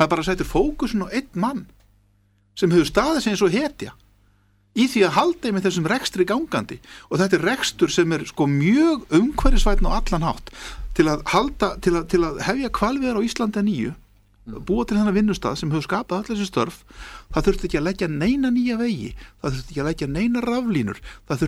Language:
Icelandic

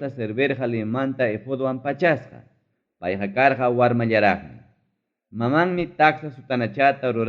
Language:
Ayacucho Quechua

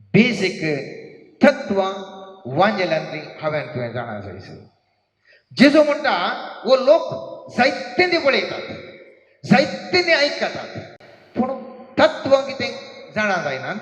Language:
Konkani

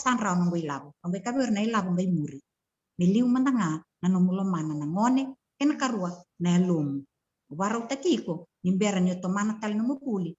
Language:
Fijian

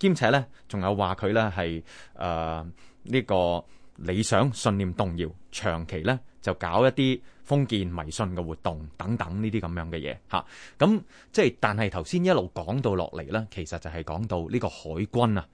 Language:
Cantonese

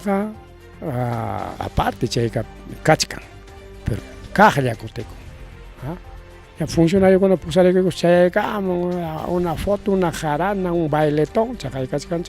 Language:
Ayacucho Quechua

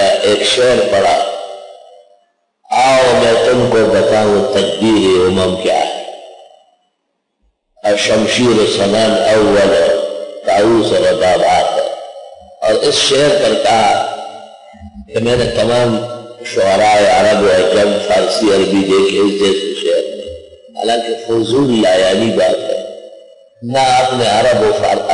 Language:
Urdu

